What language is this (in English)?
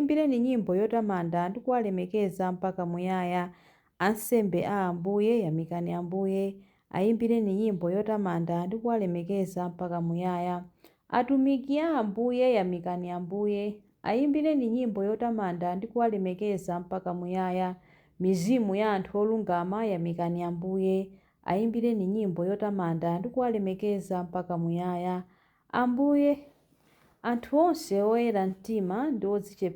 Nyanja